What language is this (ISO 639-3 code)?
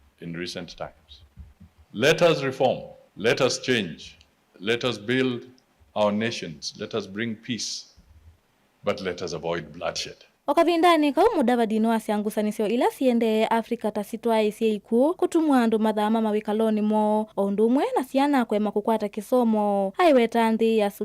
kam